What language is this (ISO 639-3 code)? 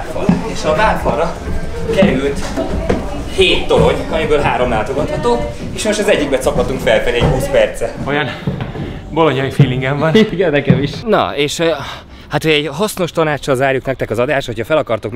hun